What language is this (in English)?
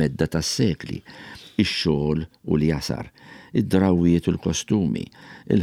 Maltese